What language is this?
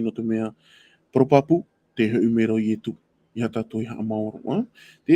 Tahitian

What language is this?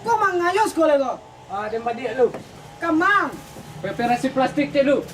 Minangkabau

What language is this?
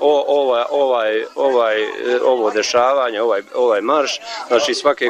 Bosnian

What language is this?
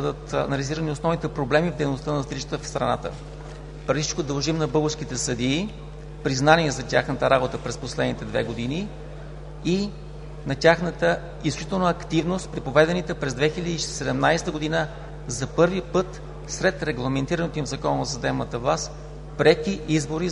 Bulgarian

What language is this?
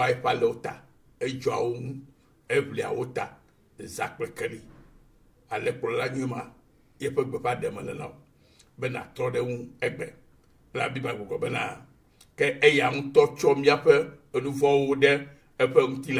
Ewe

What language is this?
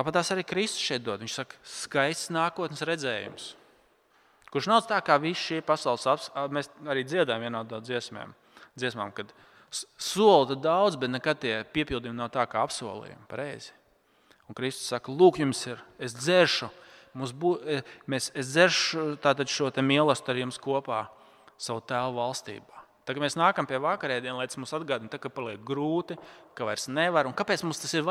Latvian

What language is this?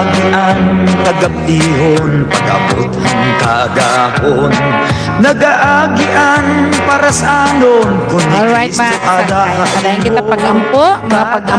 Waray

